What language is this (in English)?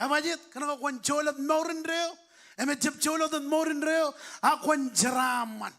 Marshallese